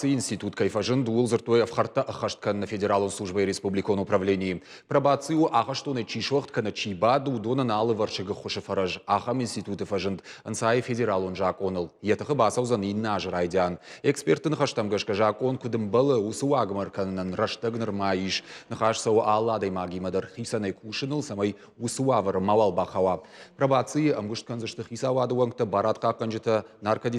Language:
Ossetic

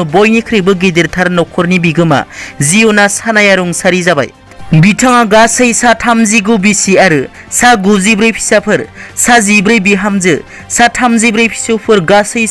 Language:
Bodo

